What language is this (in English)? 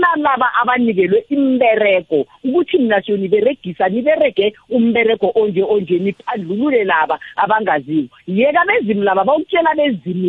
South Ndebele